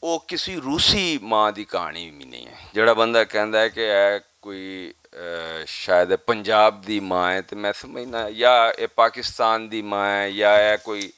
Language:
Western Panjabi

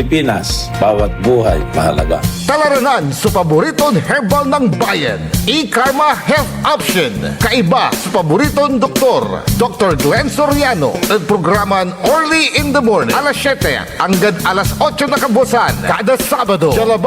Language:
Pangasinan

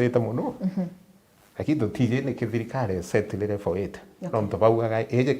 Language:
Meru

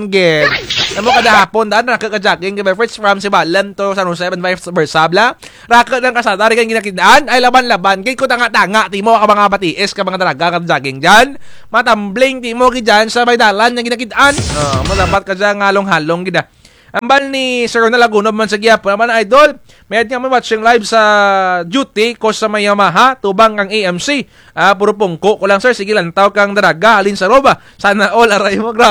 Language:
Kinaray-a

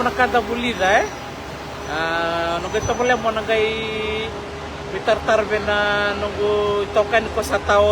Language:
Fijian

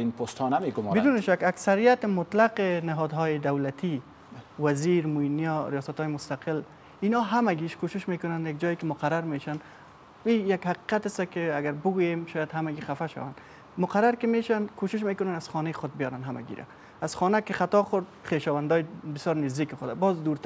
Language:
Persian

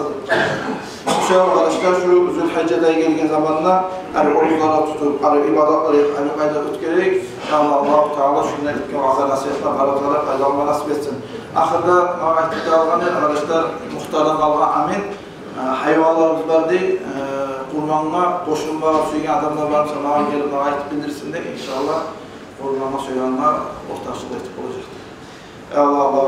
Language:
Kumyk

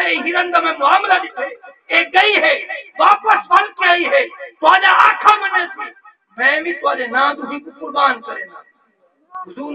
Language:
Saraiki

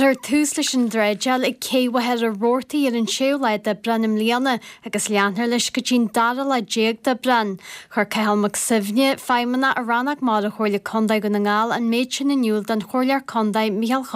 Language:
Irish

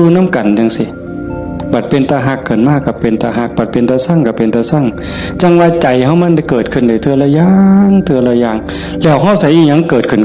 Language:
Northeastern Thai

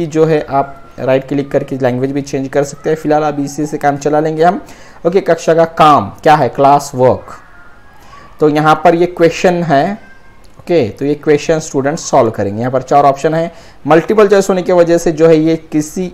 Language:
Hindi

